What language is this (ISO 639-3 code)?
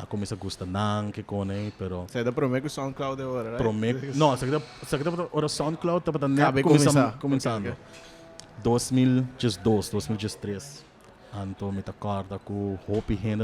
pap